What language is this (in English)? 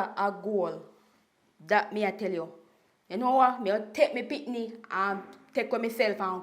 Jamaican Creole English